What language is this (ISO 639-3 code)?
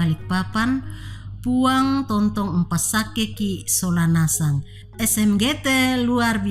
sda